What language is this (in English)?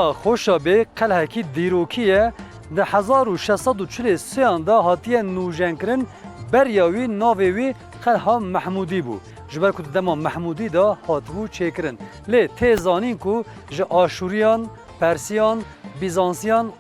Kurdish